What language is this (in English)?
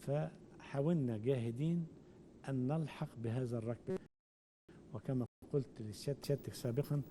Egyptian Arabic